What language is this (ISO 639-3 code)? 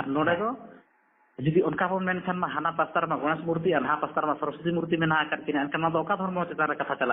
sat